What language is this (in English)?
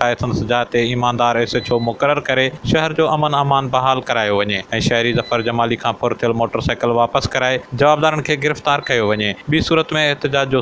Sindhi